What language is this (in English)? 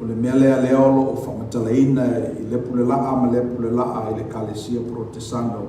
Samoan